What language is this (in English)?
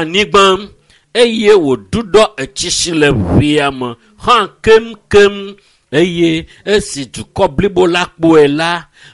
Ewe